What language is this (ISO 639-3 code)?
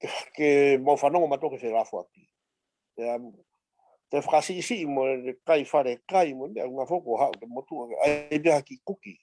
ton